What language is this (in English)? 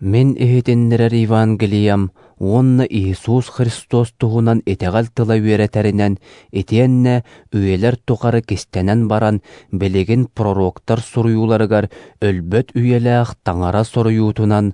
Yakut